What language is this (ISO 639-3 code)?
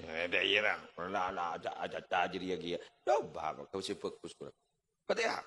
mad